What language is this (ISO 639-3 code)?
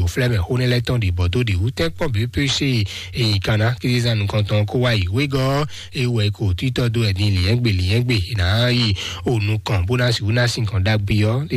fon